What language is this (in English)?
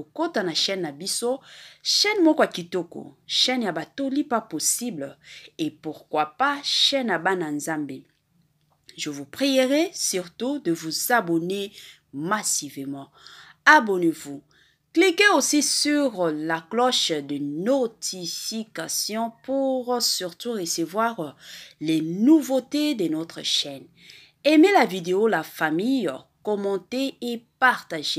Lingala